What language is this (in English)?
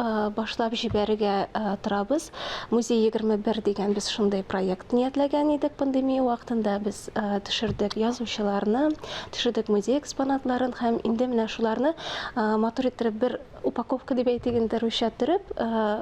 Tatar